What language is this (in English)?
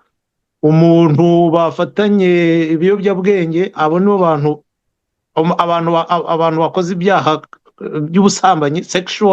Kinyarwanda